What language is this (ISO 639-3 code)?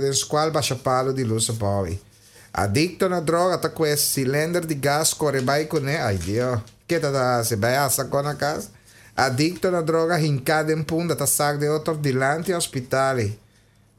pap